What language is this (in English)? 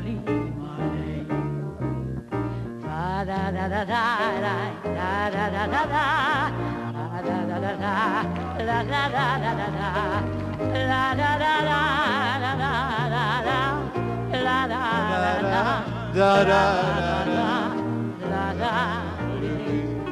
Croatian